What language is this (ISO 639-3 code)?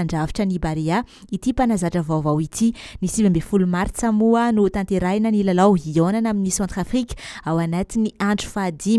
mlg